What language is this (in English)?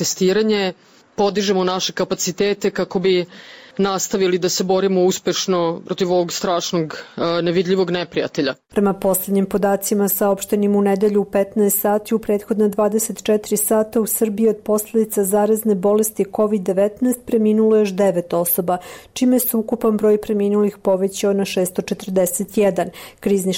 Serbian